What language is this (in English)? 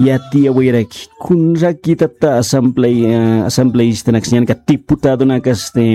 Aymara